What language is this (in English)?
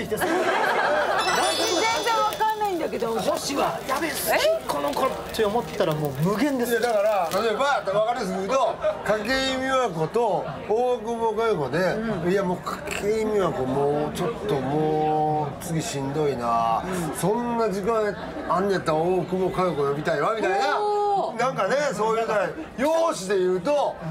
Japanese